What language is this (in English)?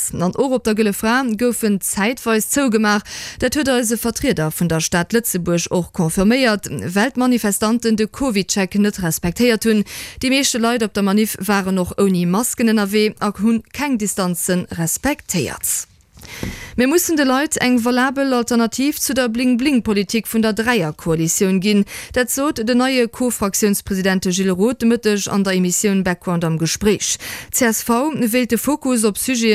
Luxembourgish